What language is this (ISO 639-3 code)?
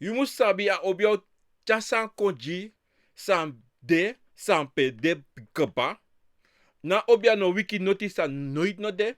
srn